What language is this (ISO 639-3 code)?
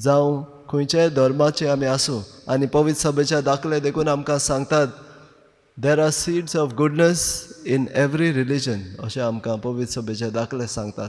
kok